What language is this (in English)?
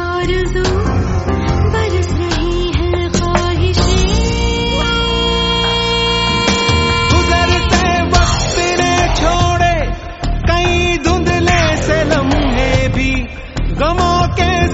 Hindi